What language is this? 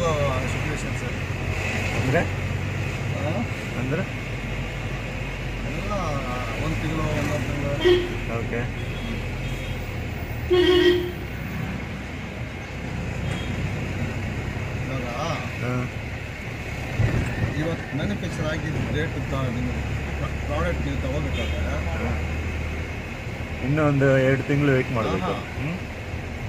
Kannada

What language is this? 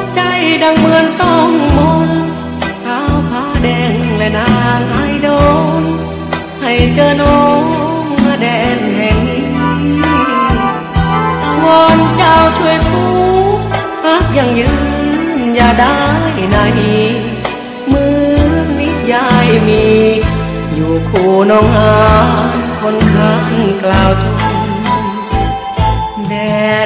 Thai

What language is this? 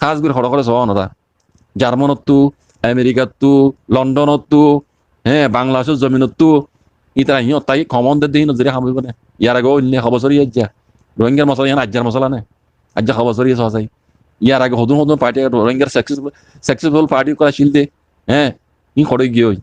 Rohingya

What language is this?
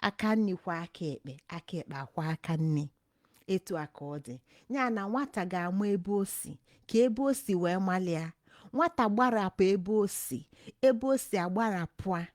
Igbo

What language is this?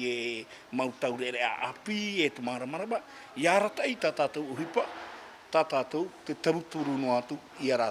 Tahitian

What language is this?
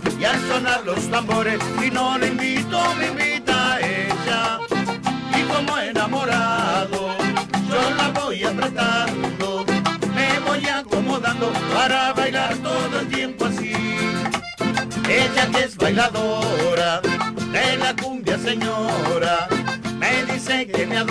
Spanish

